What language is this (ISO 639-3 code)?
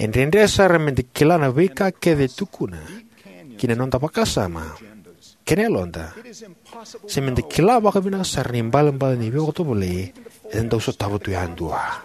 fij